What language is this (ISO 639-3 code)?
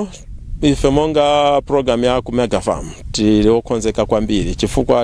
nya